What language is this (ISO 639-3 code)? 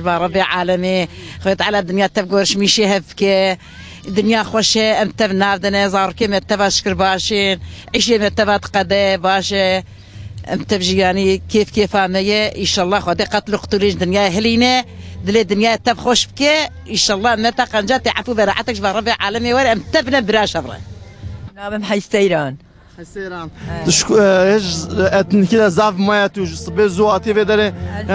kur